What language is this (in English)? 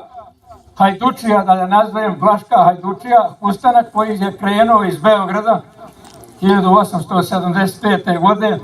Bosnian